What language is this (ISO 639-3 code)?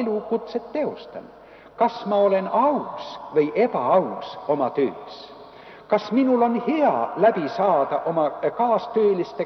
est